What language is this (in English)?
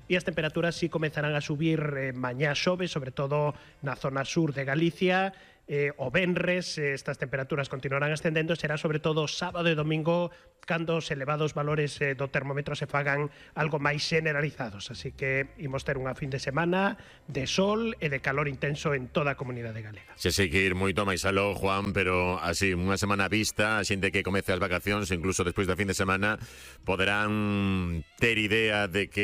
Galician